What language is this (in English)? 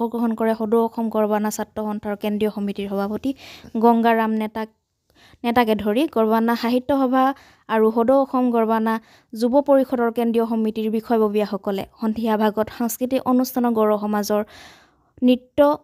Assamese